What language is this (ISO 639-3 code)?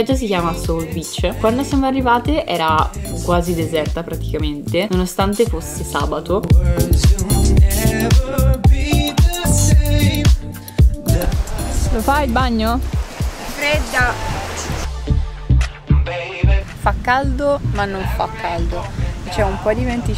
ita